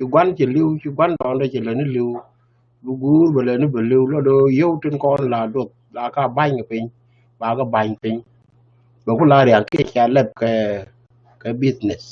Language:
Nuer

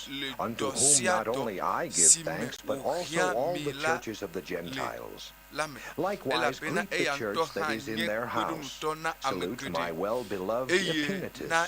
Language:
Ewe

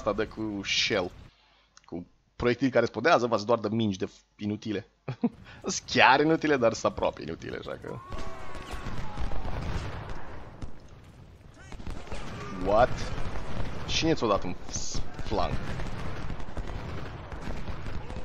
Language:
Romanian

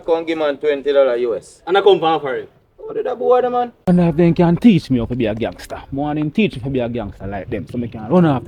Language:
Jamaican Creole English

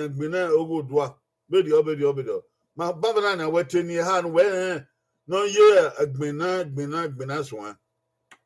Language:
Bini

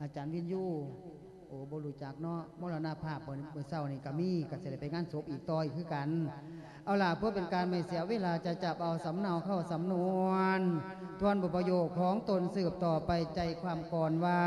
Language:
Lao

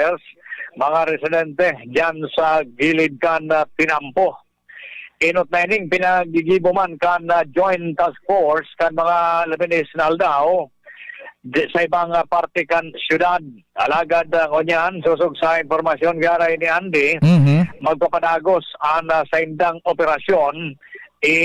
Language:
Bikol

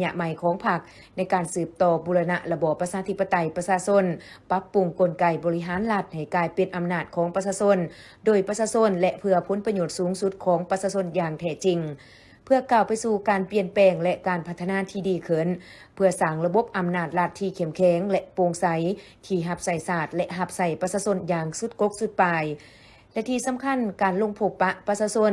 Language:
Lao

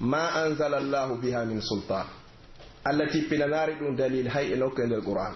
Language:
Pular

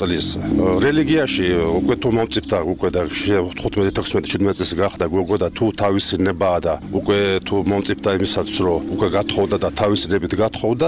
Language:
Georgian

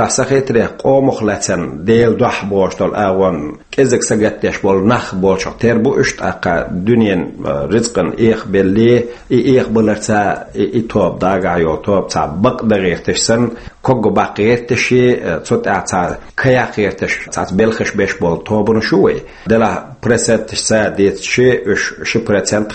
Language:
Chechen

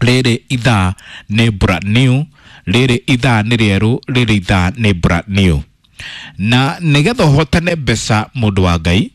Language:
Kikuyu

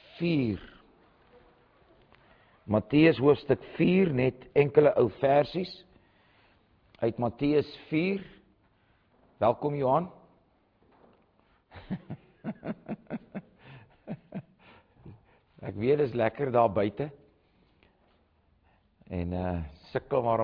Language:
Afrikaans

